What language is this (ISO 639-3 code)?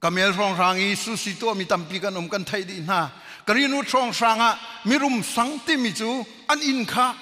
cnh